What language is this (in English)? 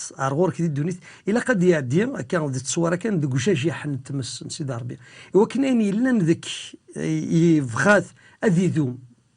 Kabyle